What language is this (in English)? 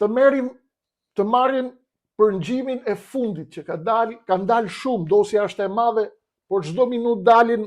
Albanian